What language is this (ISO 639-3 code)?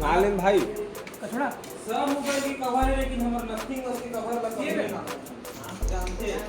hne